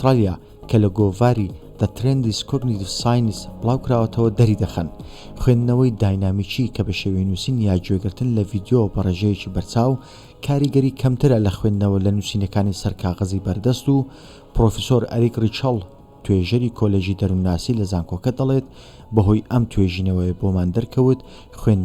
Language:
Central Kurdish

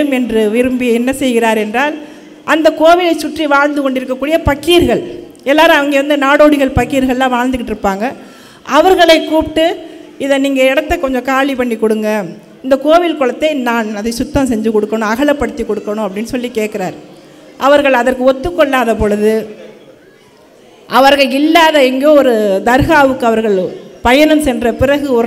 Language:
Tamil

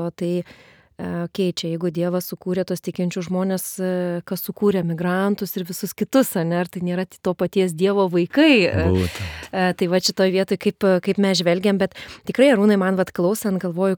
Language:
Lithuanian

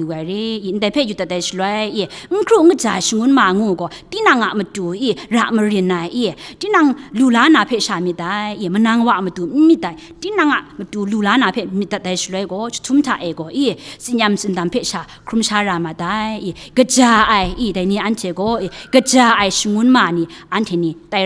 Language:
Kachin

